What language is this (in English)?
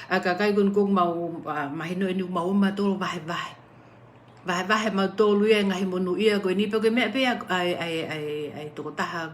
Tongan